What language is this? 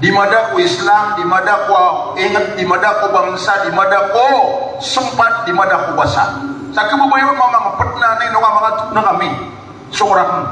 Maranao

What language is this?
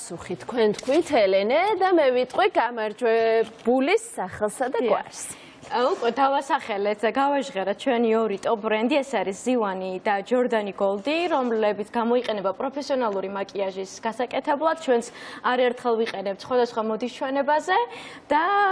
Georgian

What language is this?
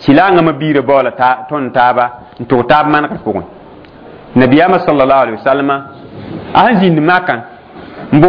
Mossi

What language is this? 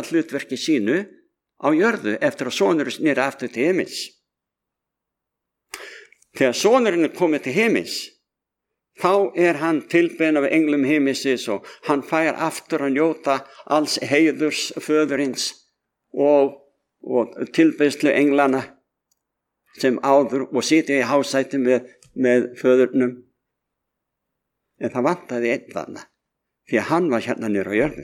Icelandic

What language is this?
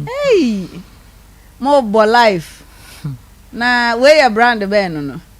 Akan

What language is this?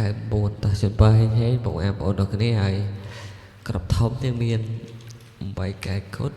Khmer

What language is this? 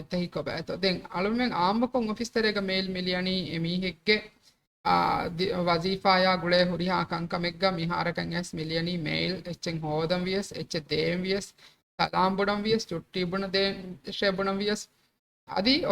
Divehi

